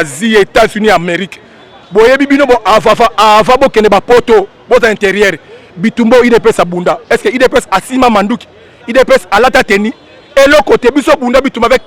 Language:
Lingala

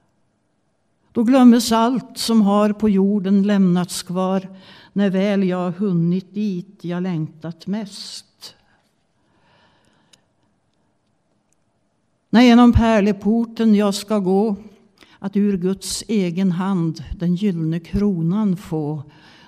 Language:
Swedish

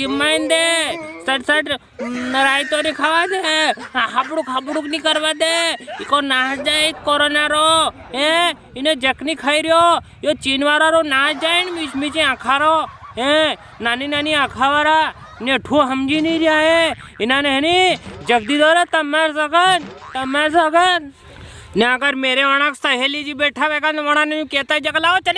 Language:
Rajasthani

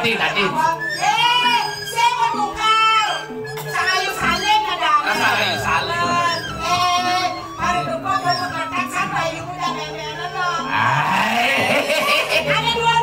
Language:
Balinese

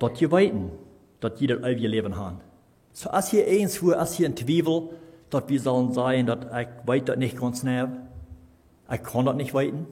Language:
Plautdietsch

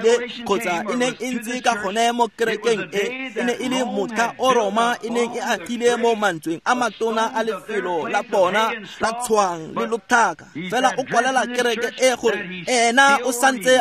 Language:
Tswana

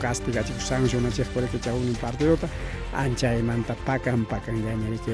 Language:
Ayacucho Quechua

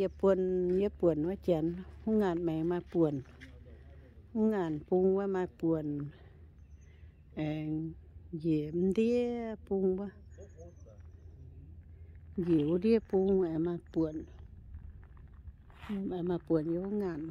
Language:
Vietnamese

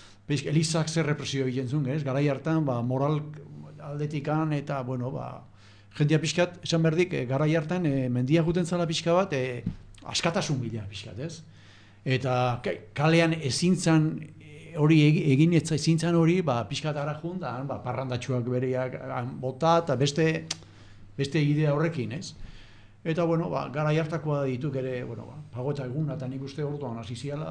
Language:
Basque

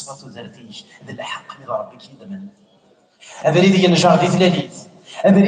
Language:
Kabyle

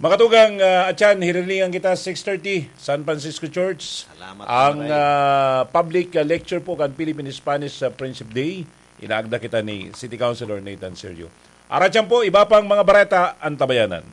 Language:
Bikol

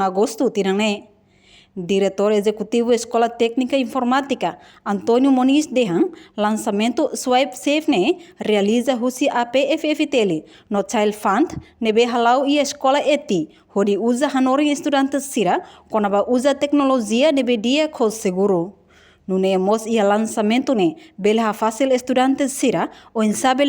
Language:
Tetum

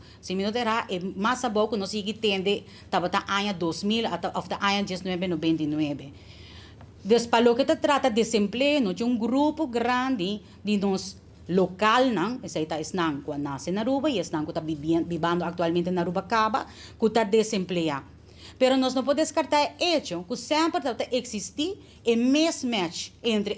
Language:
Papiamento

